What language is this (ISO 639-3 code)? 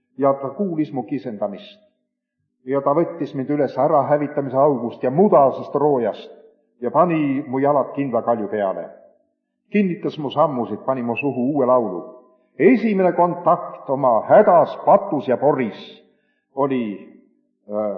est